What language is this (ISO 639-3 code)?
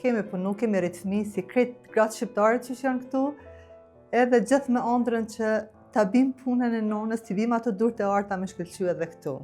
sqi